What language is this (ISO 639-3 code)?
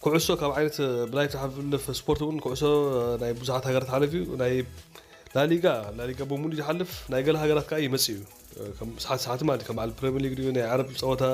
tir